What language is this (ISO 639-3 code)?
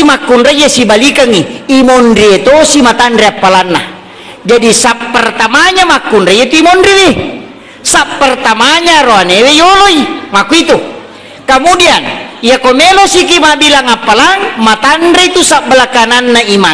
bug